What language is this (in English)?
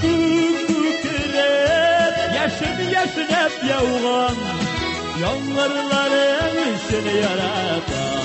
Tatar